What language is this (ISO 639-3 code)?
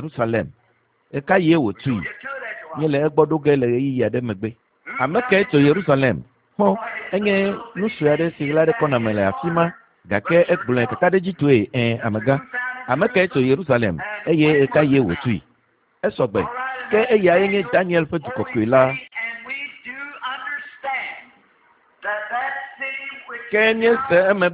ewe